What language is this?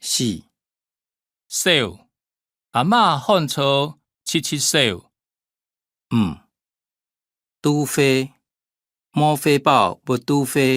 Hakka Chinese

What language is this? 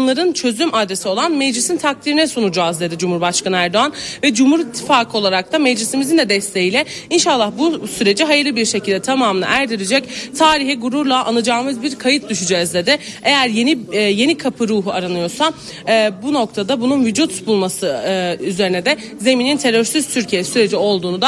Turkish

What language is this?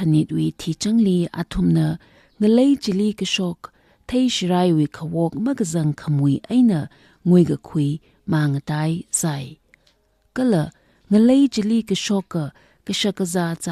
Tangkhul Naga (India)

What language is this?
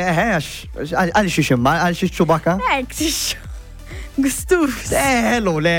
Maltese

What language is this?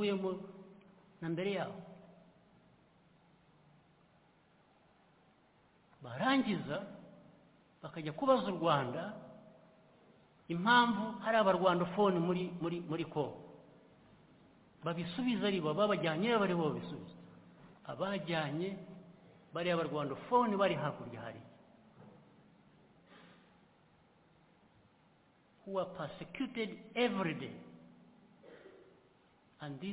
Kinyarwanda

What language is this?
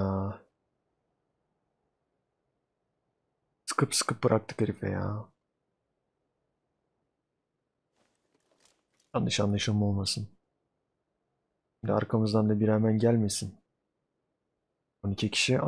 Turkish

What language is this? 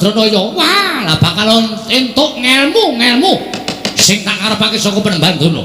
Javanese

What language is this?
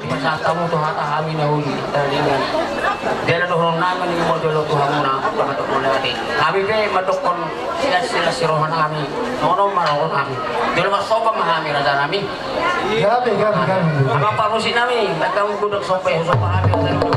Batak Toba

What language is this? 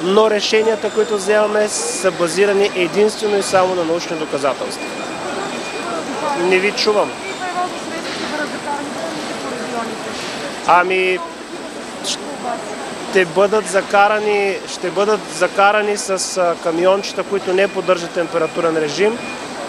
Bulgarian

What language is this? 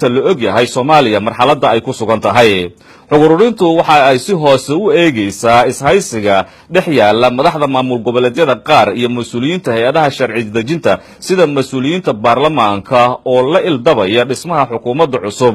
Somali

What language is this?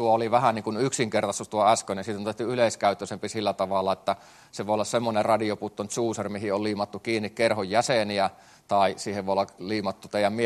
Finnish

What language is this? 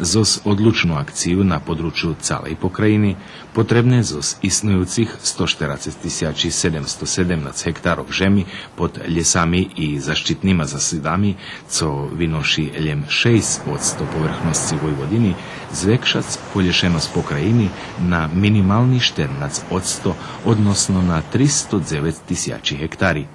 Rusyn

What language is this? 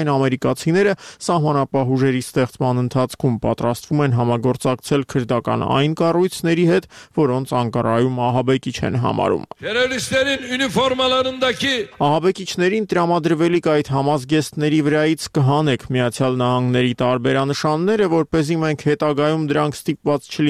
Armenian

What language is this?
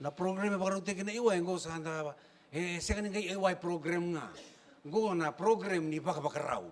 Fijian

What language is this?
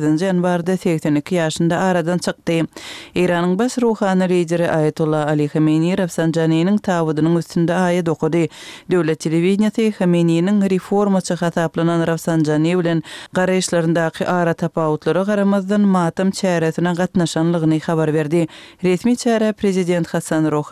Turkmen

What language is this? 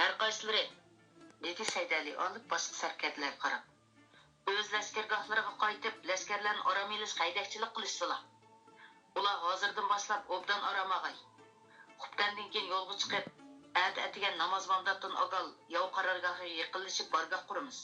Uyghur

